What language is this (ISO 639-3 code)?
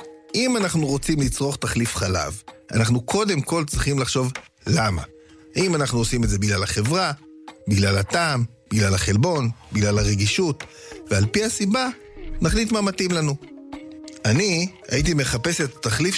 heb